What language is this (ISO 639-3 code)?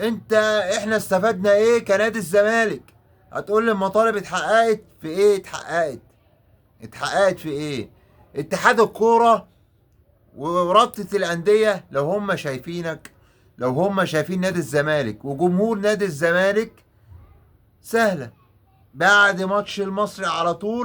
arz